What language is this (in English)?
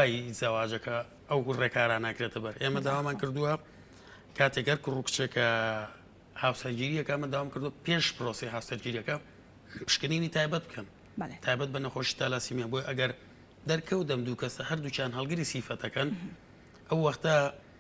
Central Kurdish